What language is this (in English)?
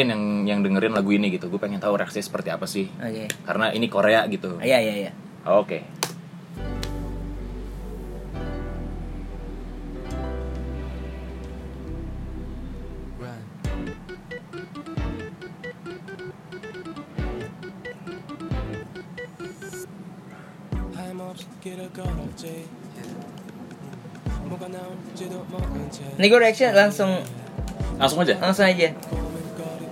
Indonesian